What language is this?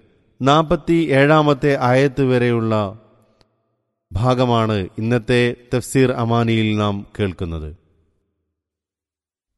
Malayalam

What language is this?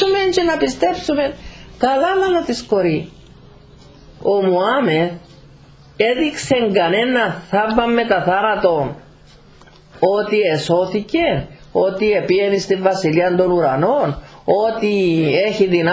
Greek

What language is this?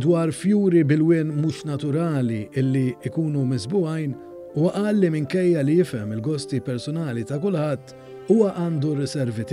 Maltese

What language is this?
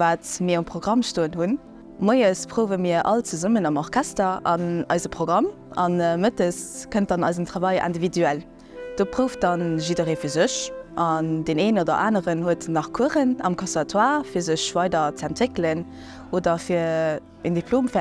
Luxembourgish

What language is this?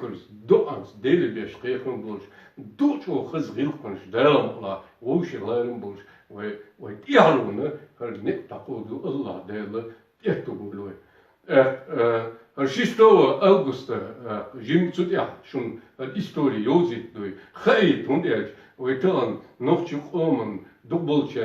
Chechen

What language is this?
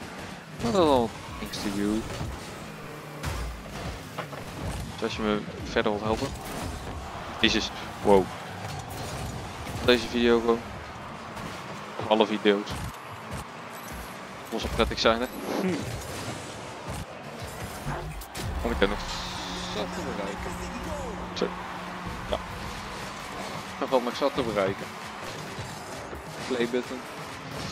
Dutch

